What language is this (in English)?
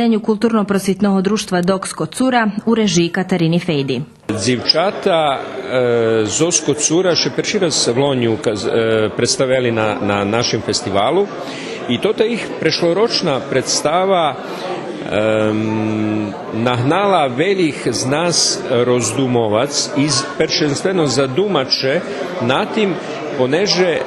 Rusyn